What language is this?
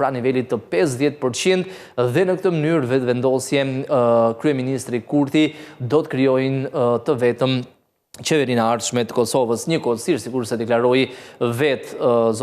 Albanian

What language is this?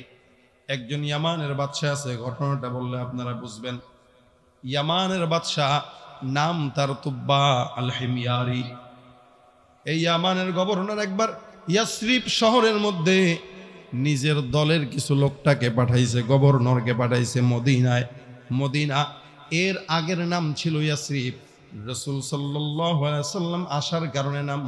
Bangla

